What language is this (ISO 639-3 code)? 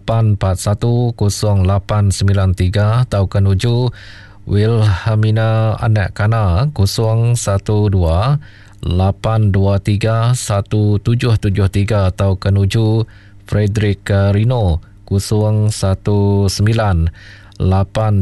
iba